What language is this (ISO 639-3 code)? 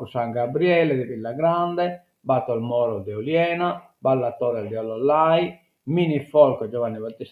srd